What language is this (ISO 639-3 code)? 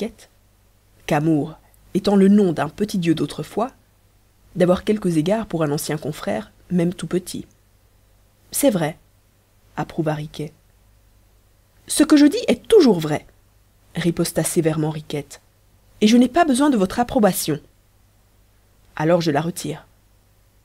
fra